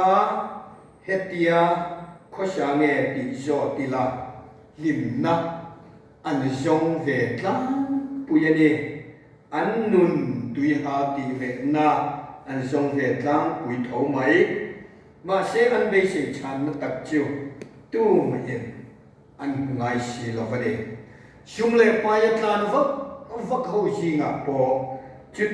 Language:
Mizo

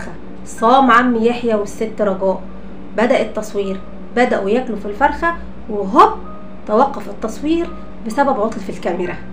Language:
Egyptian Arabic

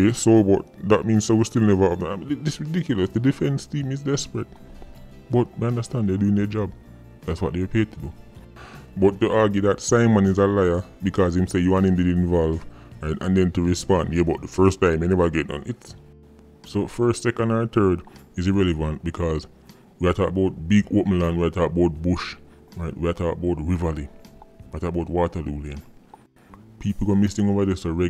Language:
Jamaican Creole English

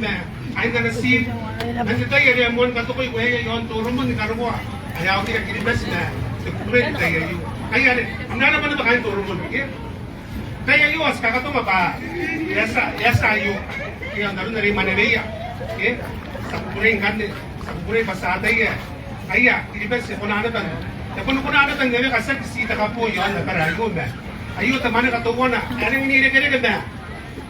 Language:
Gilbertese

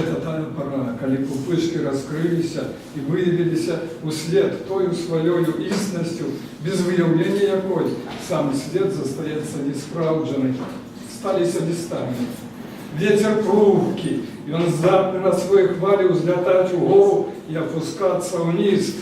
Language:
Belarusian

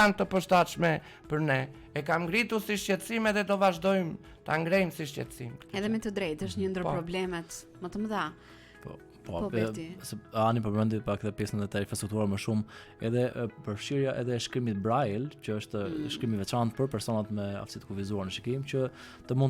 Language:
Albanian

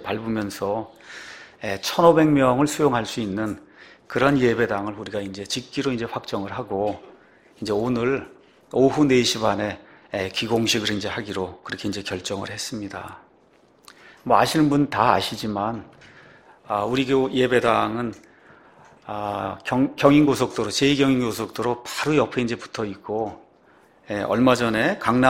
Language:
Korean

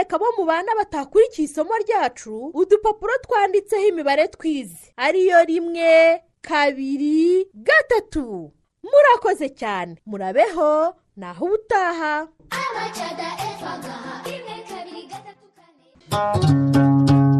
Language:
Kinyarwanda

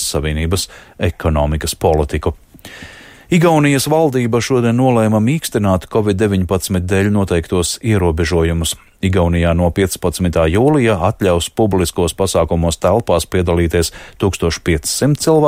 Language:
Latvian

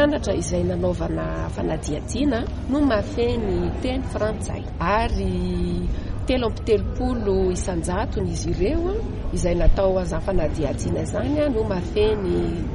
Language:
Malagasy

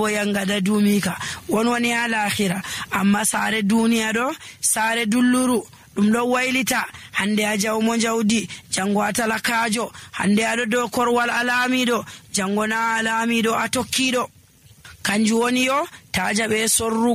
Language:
Nigerian Fulfulde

